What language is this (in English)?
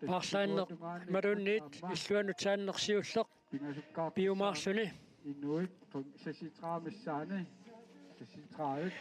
Kalaallisut